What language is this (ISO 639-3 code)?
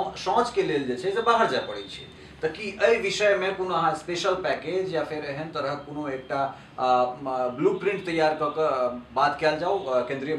mai